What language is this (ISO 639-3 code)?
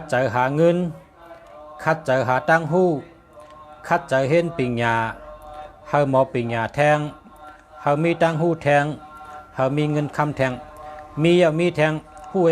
shn